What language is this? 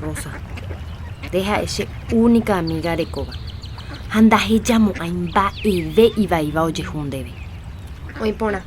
Guarani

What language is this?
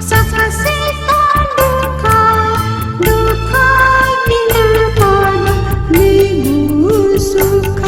Newari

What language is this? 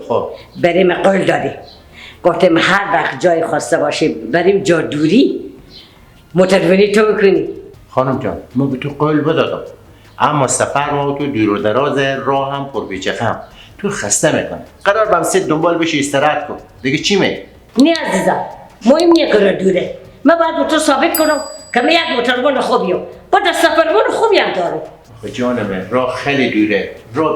Persian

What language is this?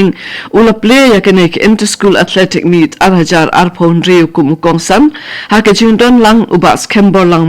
Khasi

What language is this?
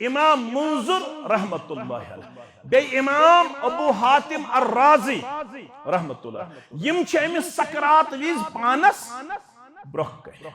Kashmiri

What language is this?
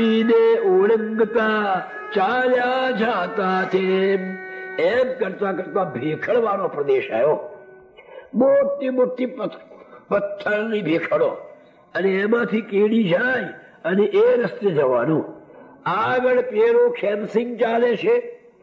Gujarati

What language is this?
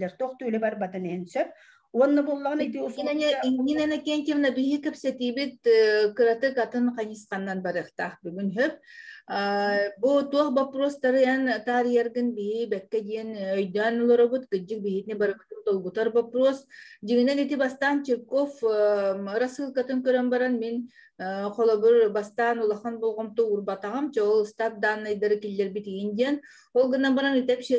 Yakut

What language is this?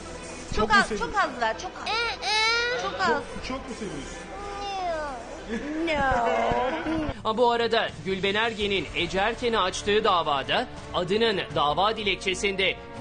Turkish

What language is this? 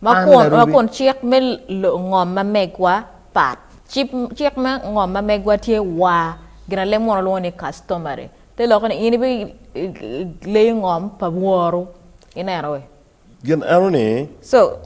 Acoli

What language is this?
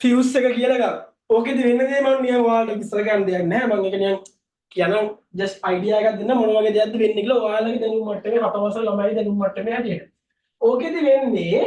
Sinhala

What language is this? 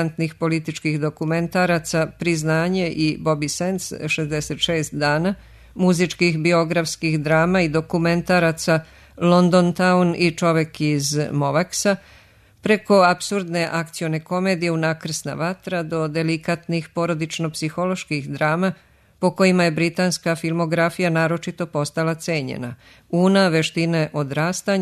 Serbian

